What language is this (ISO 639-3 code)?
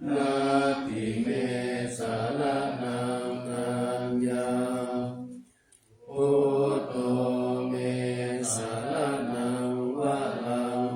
pli